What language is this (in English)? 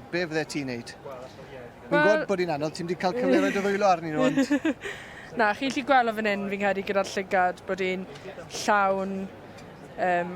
Welsh